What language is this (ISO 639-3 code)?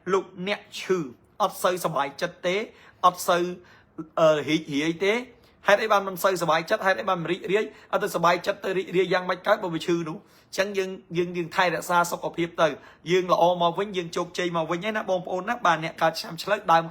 khm